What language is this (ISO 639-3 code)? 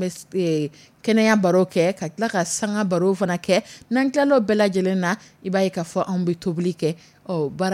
dyu